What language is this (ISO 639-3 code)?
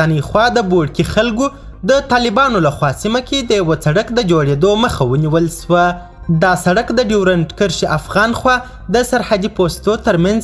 pus